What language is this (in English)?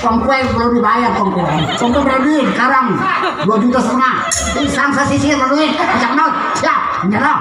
Betawi